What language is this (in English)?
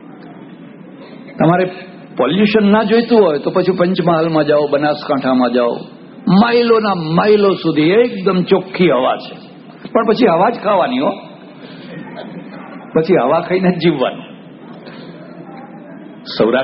Gujarati